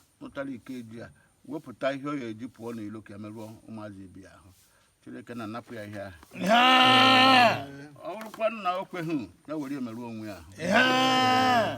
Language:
Igbo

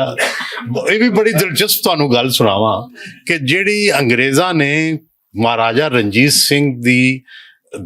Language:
Western Panjabi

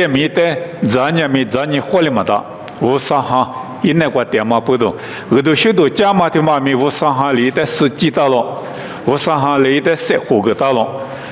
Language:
Lisu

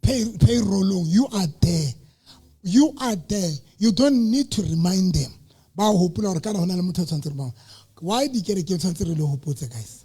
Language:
Southern Sotho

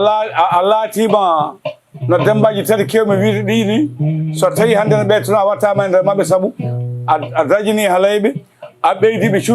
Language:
Fula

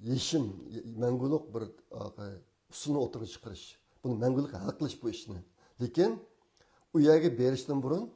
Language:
Uyghur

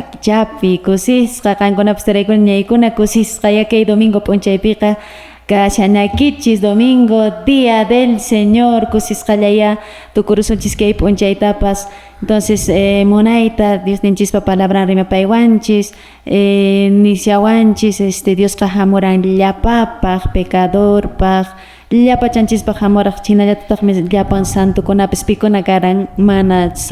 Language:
Quechua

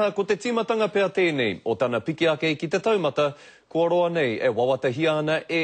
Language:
Māori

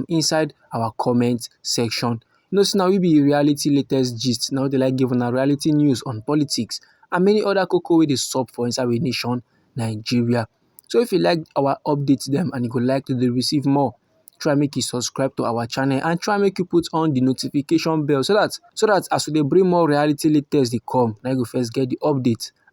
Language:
Nigerian Pidgin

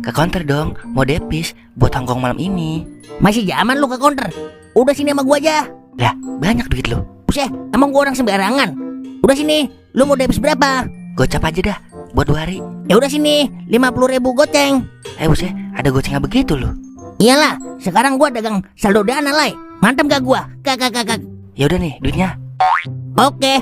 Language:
Betawi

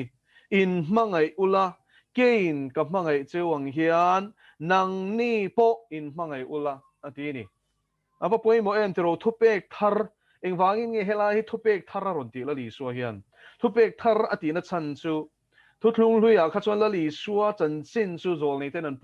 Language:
Mizo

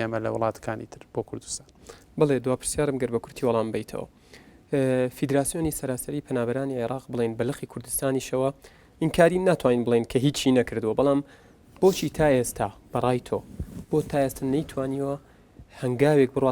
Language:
Central Kurdish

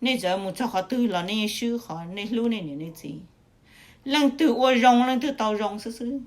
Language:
Hmong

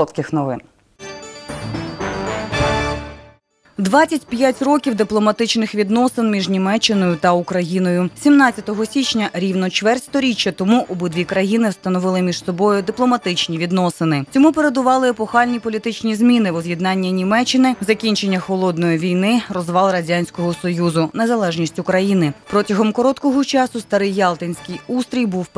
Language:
Ukrainian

